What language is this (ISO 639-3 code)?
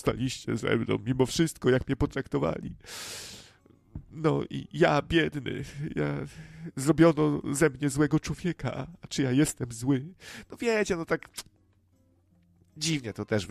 pol